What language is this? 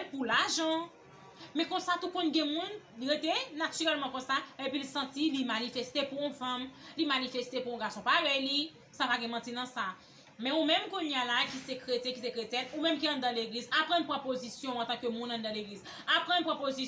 Haitian Creole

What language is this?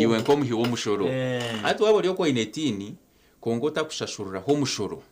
Nyankole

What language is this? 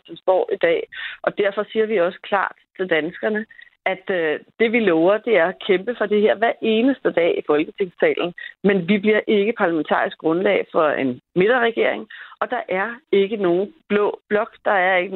Danish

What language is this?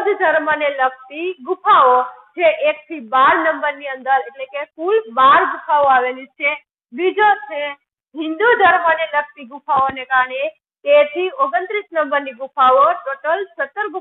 Gujarati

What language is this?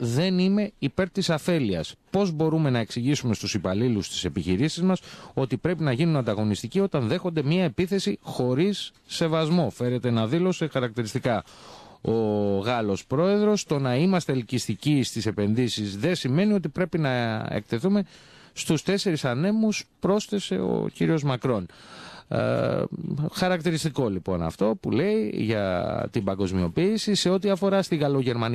Greek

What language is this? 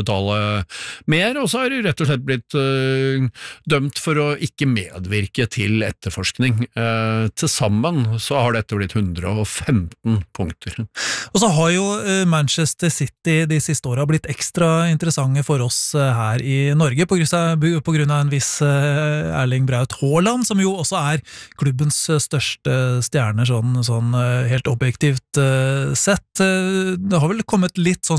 Norwegian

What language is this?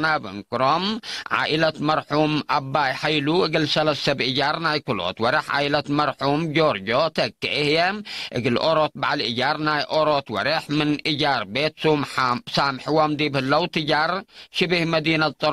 Tigre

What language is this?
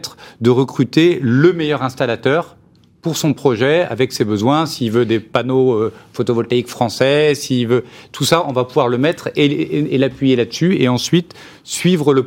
French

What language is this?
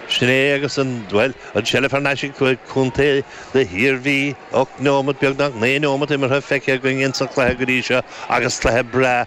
Irish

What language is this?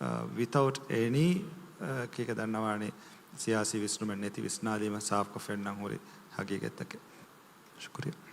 Divehi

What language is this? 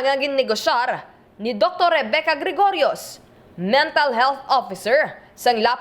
Hiligaynon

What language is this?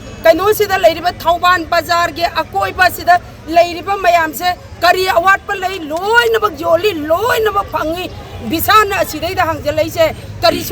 Manipuri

